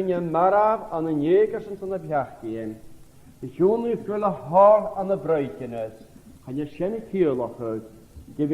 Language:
Scottish Gaelic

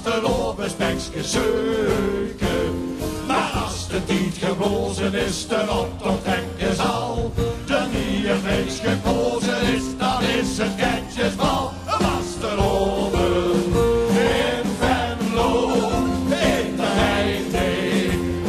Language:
Limburgish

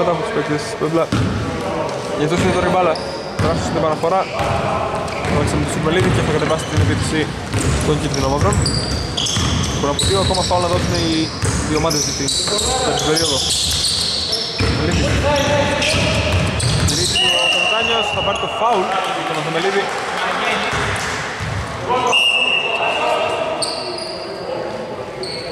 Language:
Greek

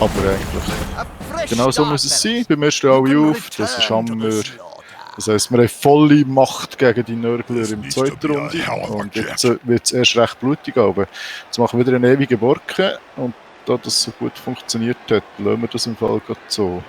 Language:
Swiss German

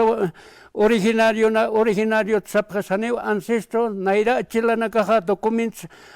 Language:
Aymara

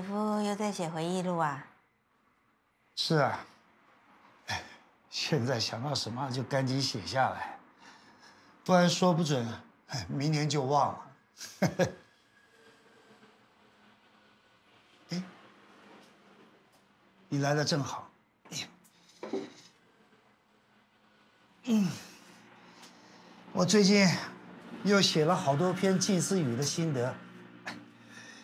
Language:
Chinese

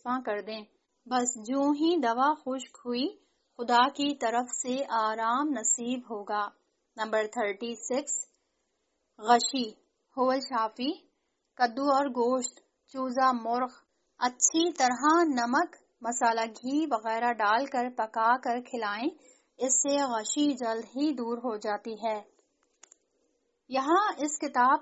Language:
Urdu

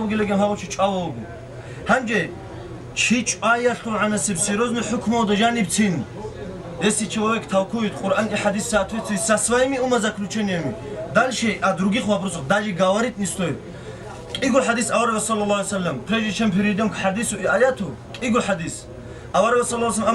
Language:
Avaric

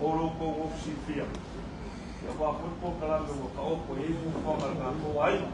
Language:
Samoan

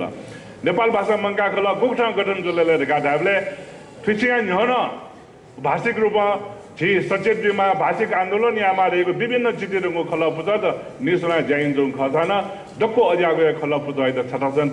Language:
Newari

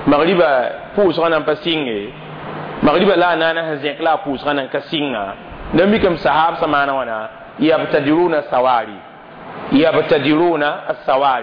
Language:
Mossi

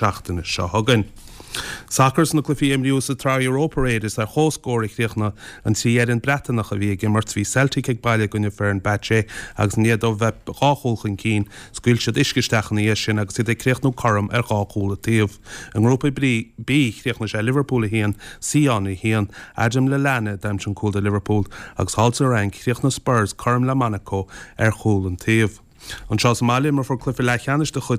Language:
Irish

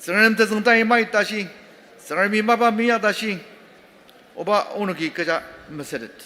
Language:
Ao Naga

